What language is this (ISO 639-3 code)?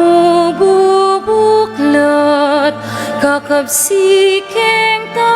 pam